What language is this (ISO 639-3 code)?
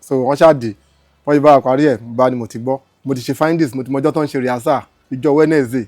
yor